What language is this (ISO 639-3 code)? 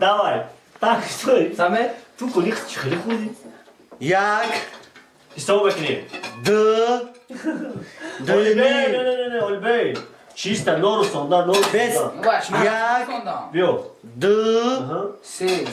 tgk